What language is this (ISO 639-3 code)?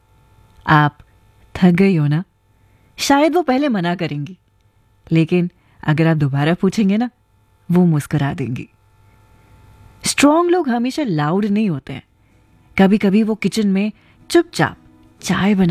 hin